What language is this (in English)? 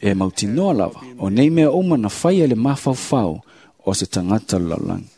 Samoan